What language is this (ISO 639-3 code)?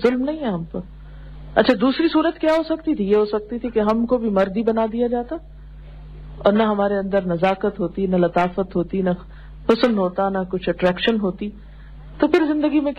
urd